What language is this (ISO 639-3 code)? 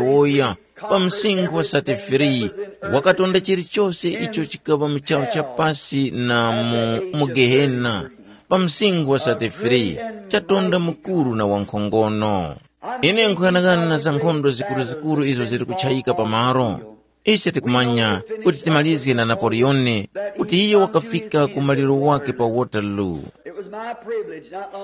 tum